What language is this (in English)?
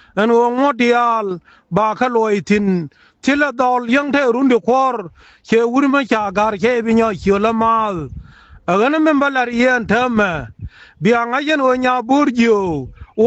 Nuer